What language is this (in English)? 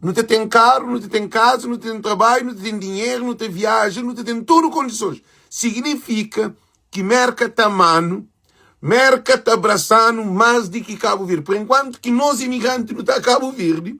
Kabuverdianu